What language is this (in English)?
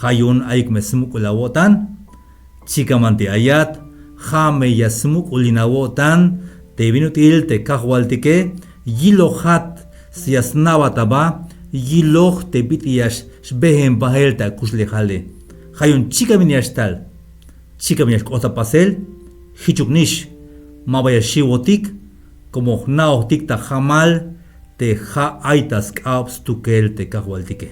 Tzeltal